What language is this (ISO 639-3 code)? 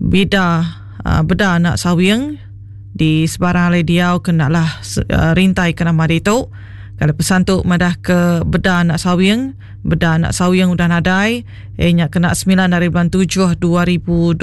iba